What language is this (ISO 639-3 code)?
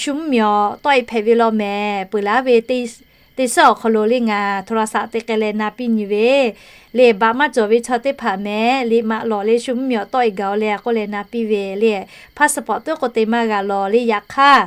lhu